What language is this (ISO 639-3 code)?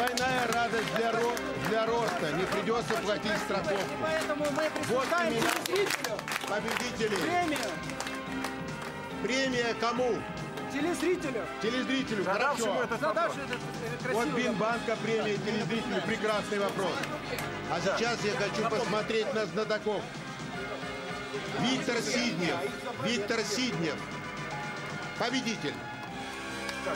rus